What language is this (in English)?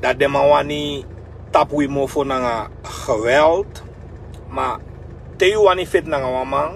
Sranan Tongo